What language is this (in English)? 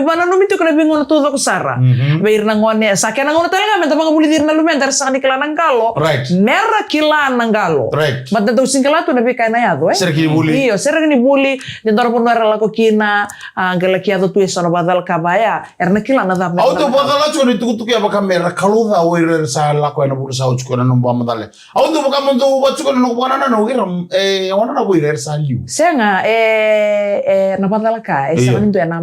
Fijian